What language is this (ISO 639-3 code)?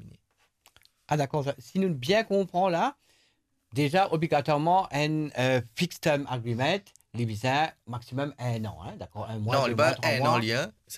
mfe